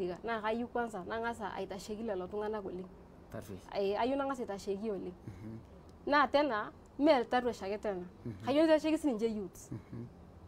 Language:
Masai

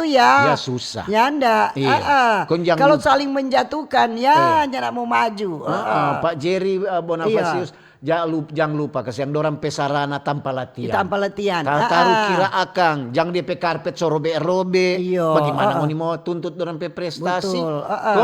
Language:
Manado Malay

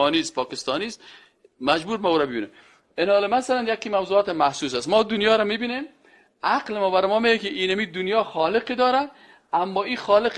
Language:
Persian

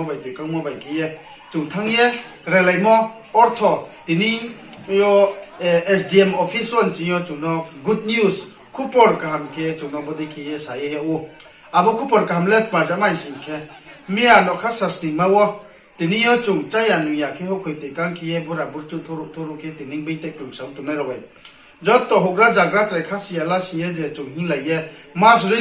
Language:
Riang (India)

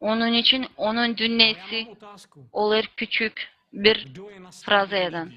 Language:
Gagauz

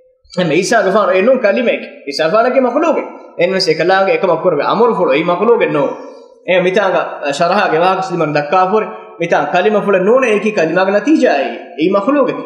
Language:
Divehi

